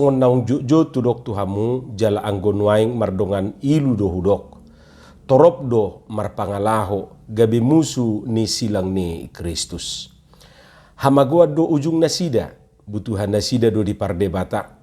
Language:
Batak Toba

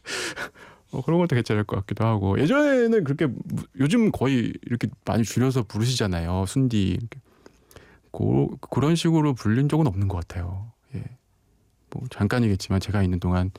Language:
Korean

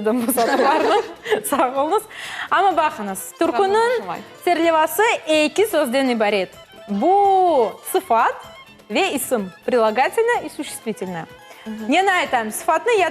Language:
Crimean Tatar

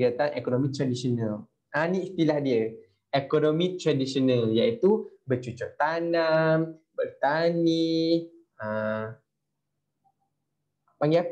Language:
Malay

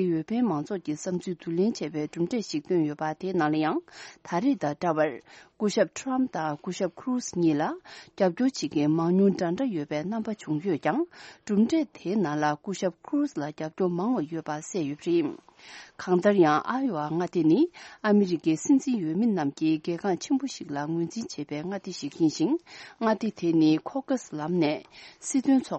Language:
Tibetan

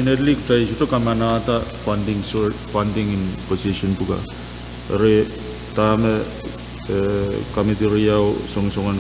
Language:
Pohnpeian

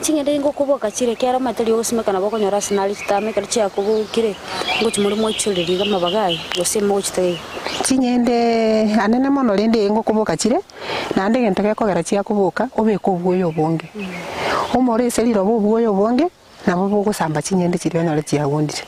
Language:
Gusii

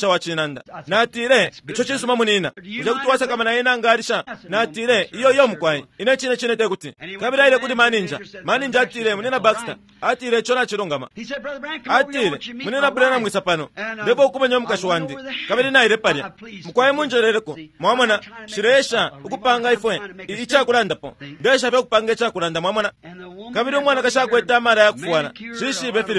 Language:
Bemba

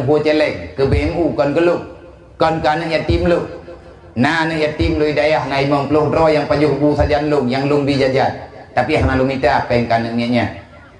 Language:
Achinese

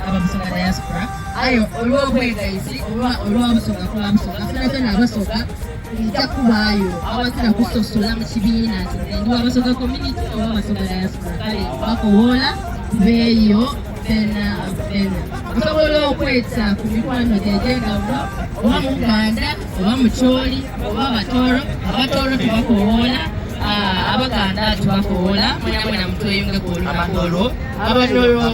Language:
Soga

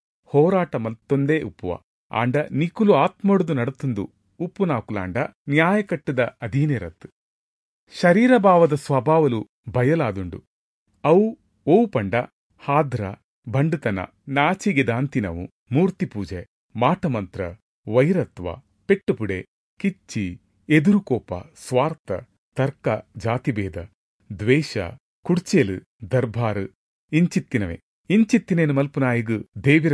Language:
Tulu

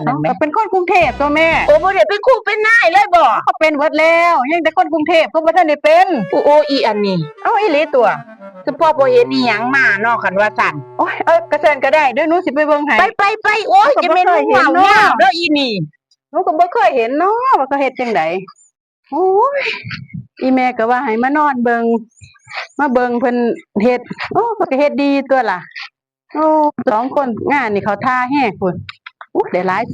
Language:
Northeastern Thai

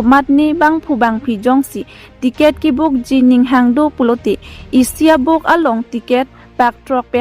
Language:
Karbi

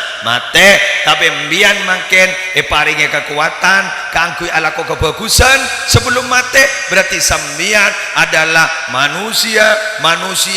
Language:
Madurese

